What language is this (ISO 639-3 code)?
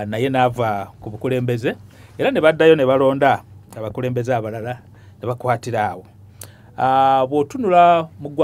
lug